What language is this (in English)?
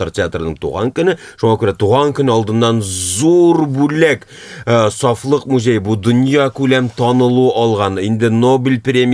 Tatar